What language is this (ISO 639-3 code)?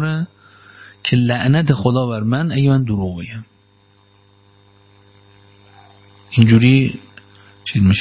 fas